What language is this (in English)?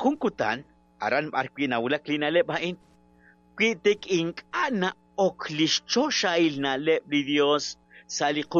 Kekchí